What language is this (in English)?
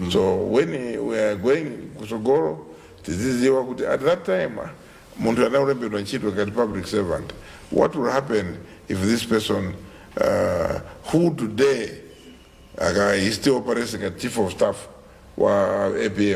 Nyanja